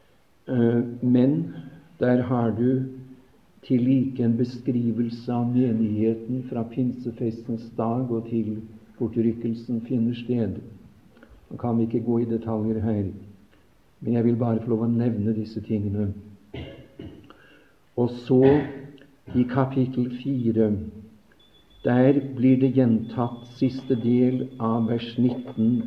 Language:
Norwegian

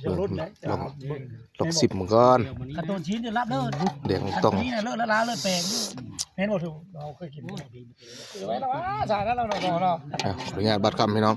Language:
Northeastern Thai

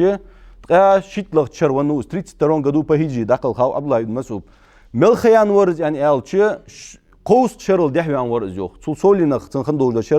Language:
Ingush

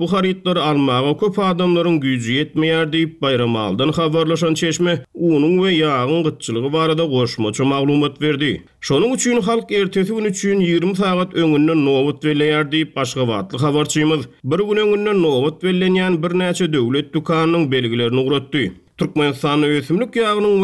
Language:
Turkmen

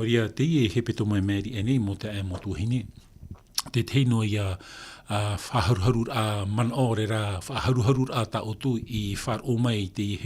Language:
Tahitian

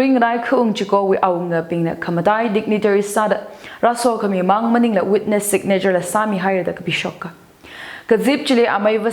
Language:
Tangkhul Naga (India)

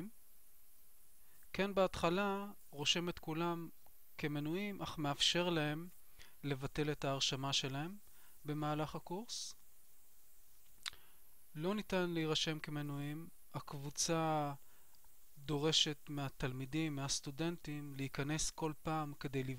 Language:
Hebrew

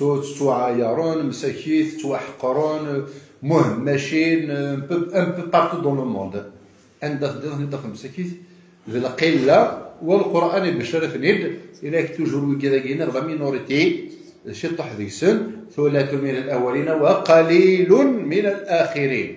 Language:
Kabyle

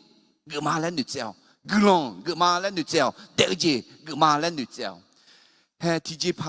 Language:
Akha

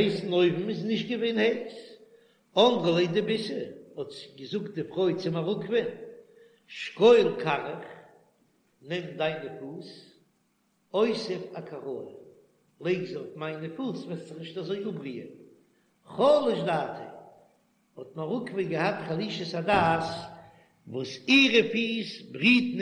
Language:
Yiddish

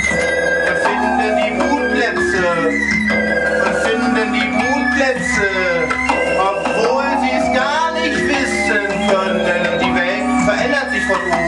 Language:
German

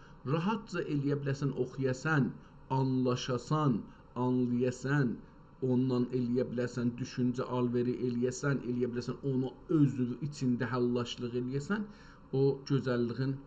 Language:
South Azerbaijani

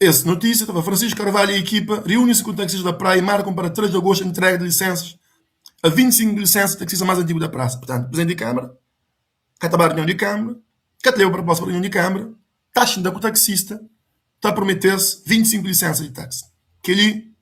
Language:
Kabuverdianu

